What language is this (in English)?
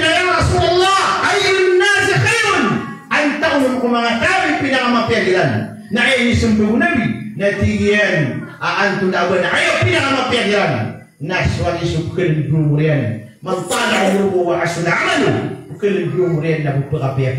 Maranao